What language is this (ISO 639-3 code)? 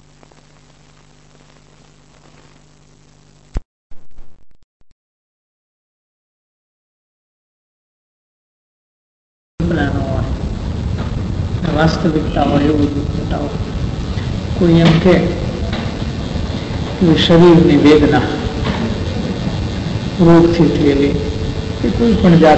guj